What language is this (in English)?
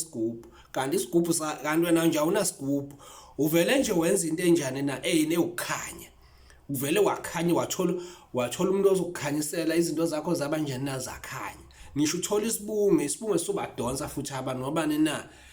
Zulu